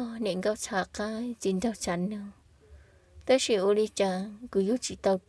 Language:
Hmong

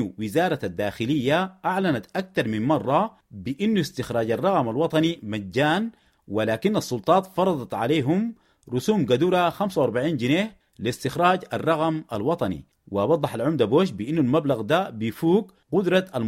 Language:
Sudanese Arabic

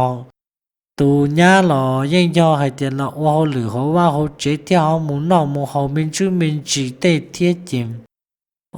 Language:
Hmong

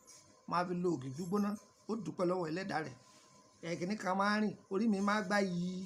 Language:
Yoruba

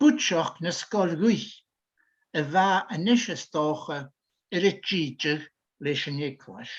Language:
Scottish Gaelic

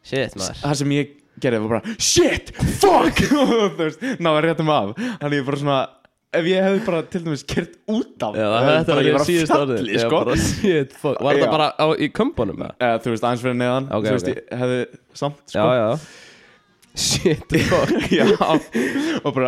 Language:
Icelandic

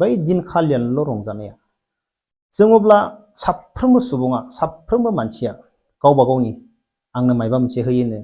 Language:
Bodo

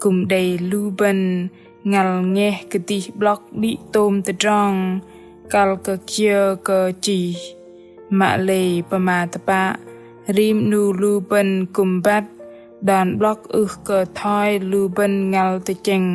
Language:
Bahnar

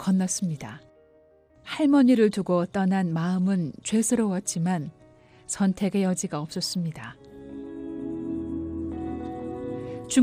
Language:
Korean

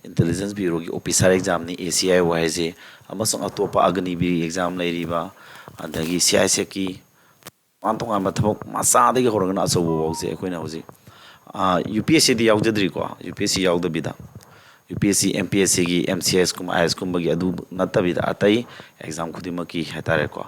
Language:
Manipuri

